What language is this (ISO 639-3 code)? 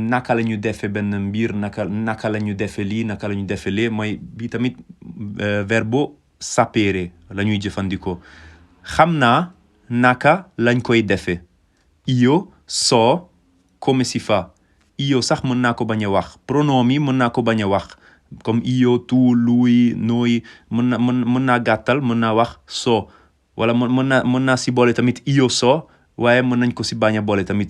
wol